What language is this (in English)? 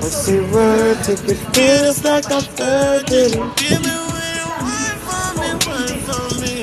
Jamaican Creole English